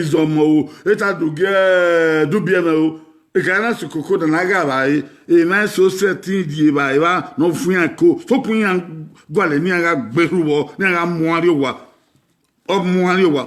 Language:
Bini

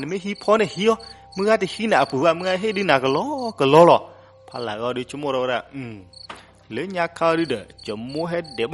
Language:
S'gaw Karen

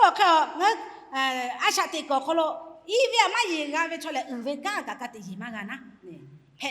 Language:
Lahu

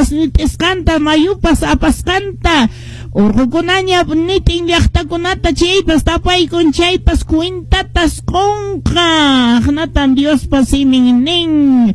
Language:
Quechua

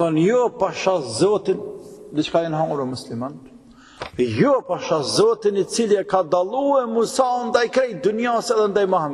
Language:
Albanian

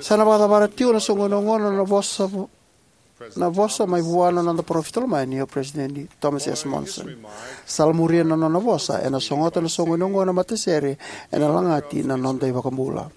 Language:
Fijian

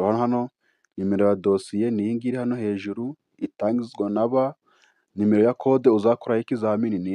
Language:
Kinyarwanda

